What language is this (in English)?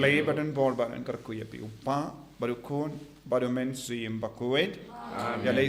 Khasi